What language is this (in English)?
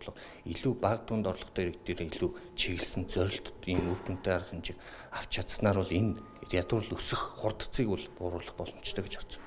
Mongolian